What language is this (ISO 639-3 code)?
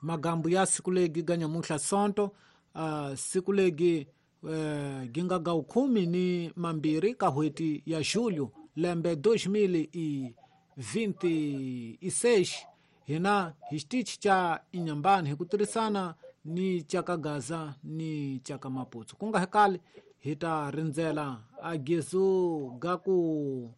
tso